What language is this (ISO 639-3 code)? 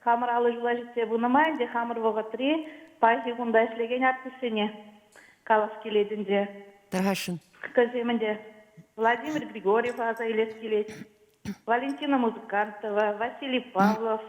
chv